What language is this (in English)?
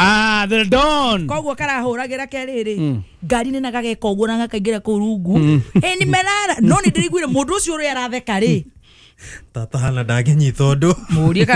Kikuyu